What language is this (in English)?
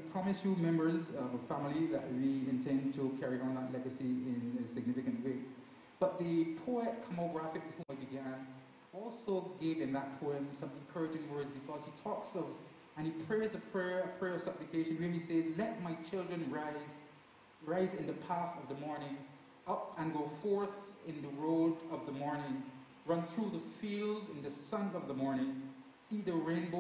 English